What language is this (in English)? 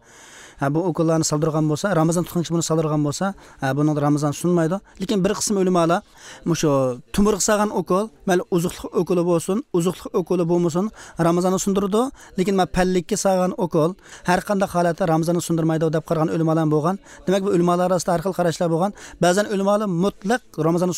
Kyrgyz